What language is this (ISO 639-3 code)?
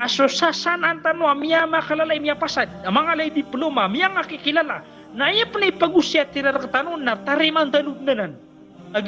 mrw